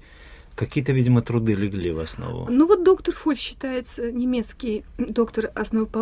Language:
Russian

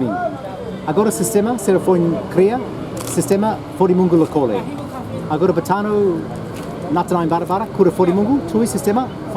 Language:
Tetum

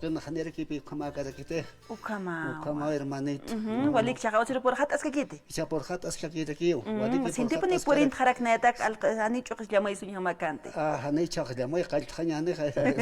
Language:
Aymara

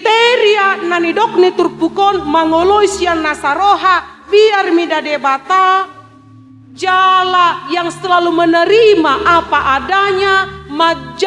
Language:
Batak Toba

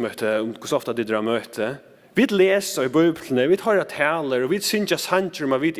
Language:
Faroese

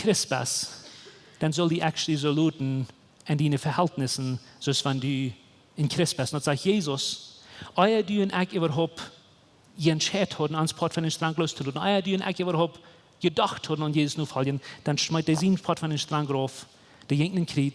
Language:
Plautdietsch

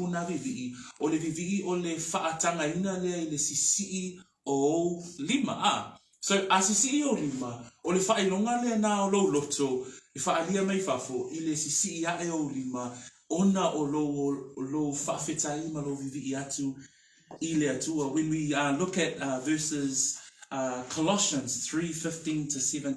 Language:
Samoan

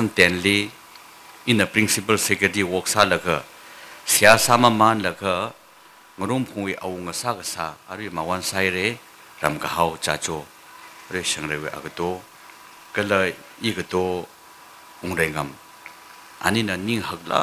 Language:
Tangkhul Naga (India)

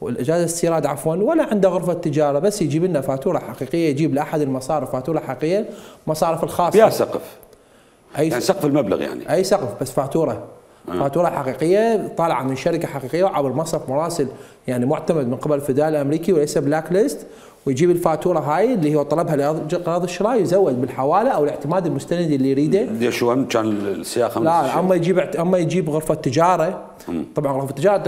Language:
Mesopotamian Arabic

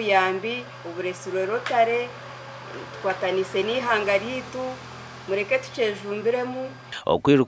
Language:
Nyankole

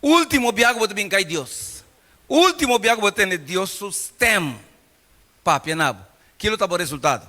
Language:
Papiamento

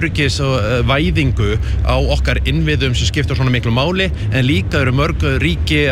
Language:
Icelandic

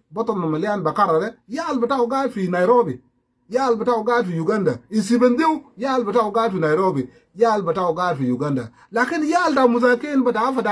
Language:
Sudanese Creole Arabic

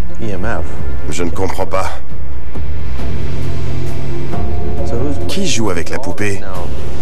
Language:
French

